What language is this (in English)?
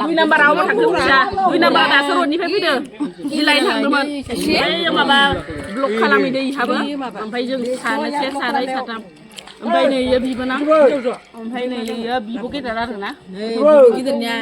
Bodo